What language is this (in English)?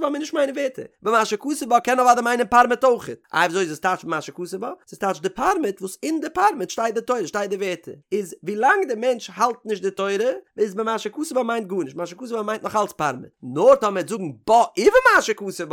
Yiddish